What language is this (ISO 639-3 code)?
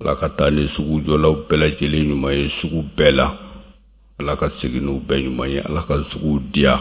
bam